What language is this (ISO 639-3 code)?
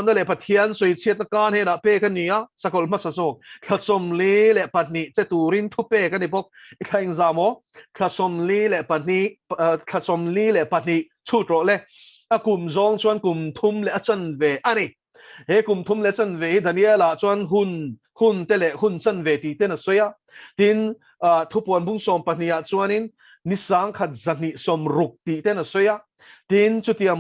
lus